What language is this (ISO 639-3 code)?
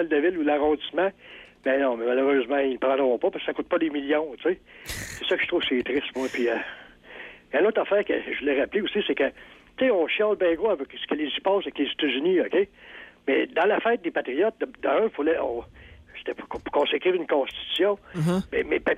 fra